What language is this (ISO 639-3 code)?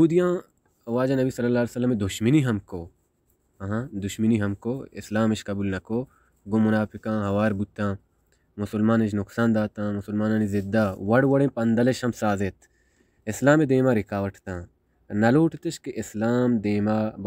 bal